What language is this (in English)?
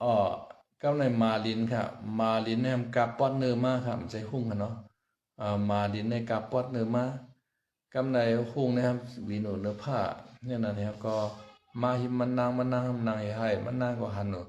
Shan